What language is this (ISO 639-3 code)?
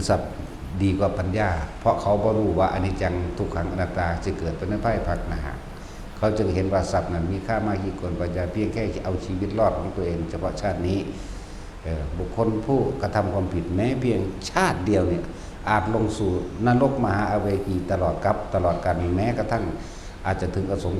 tts